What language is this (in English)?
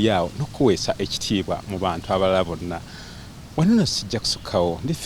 Ganda